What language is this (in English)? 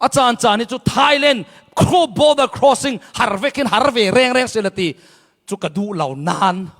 Falam Chin